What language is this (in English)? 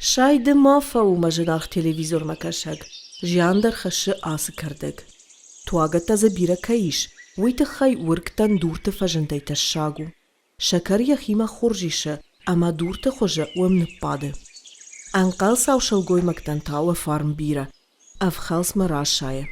Ossetic